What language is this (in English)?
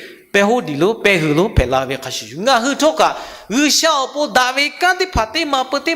Lahu